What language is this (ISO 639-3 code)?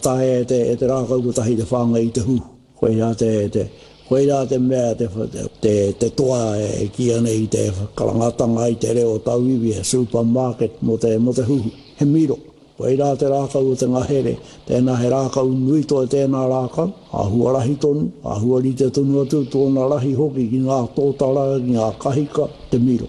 mri